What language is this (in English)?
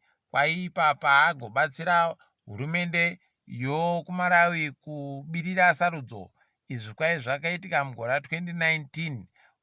Ndau